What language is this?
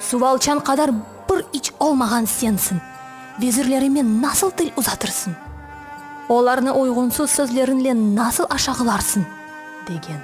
Crimean Tatar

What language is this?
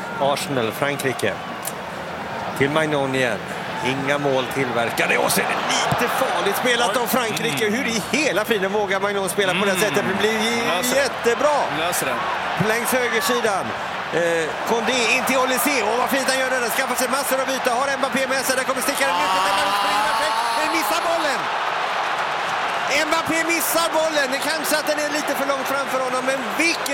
Swedish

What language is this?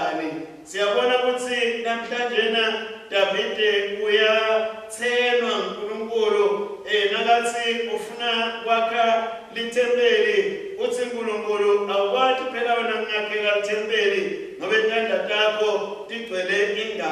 Swati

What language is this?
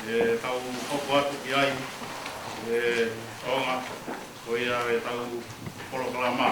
Tongan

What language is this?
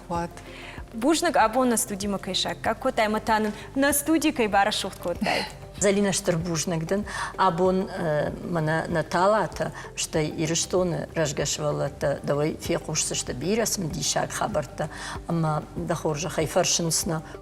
Ossetic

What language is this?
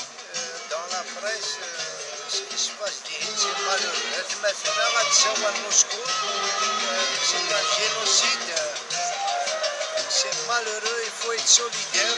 Kabyle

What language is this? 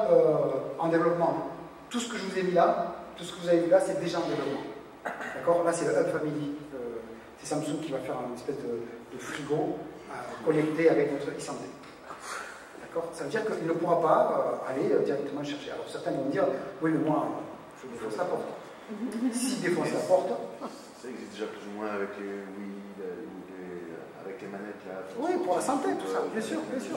French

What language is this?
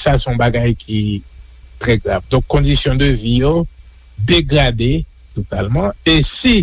Haitian Creole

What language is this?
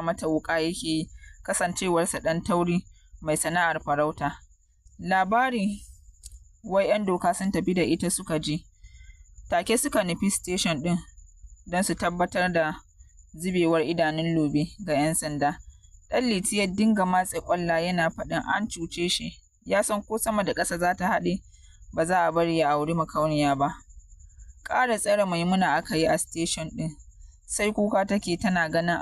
Hausa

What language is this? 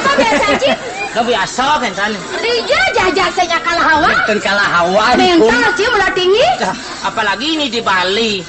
Balinese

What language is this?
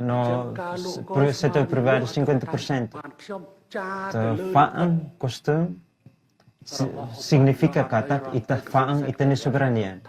Tetum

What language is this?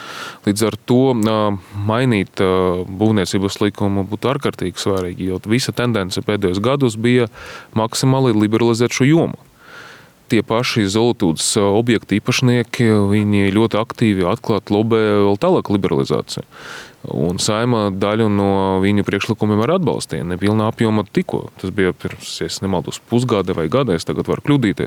Latvian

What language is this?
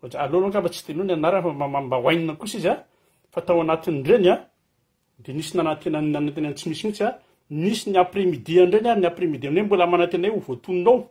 Malagasy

